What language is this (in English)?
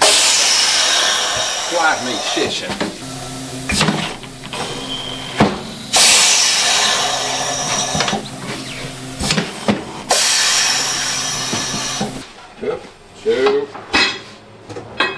Dutch